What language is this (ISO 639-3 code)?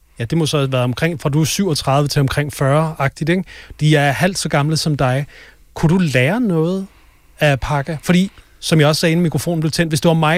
dan